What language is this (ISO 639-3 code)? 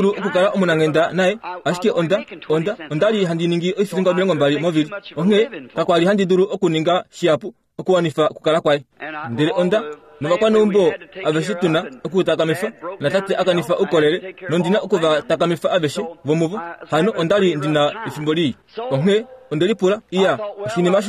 kua